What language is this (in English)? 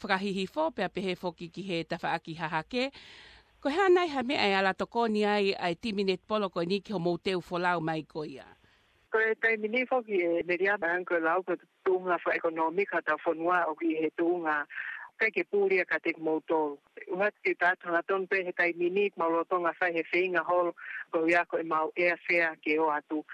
Tongan